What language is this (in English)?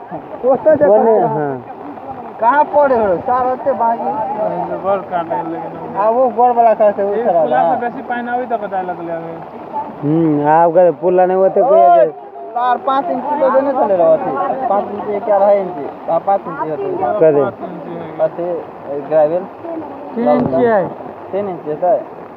Maithili